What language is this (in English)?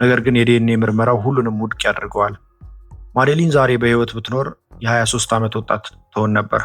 Amharic